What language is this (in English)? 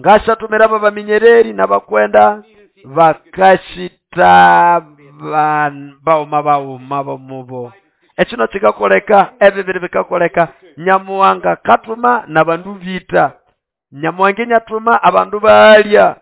Nande